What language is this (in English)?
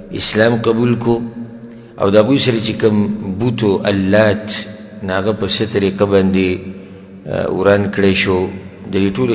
Pashto